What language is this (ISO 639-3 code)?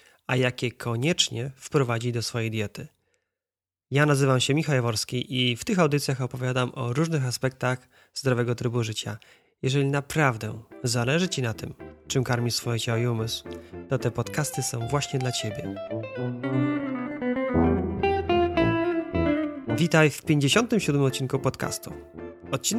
pol